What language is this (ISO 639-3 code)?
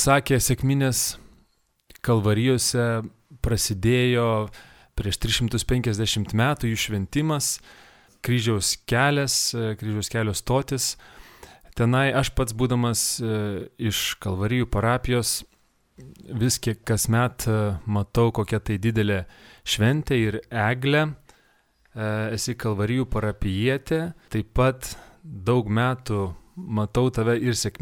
lit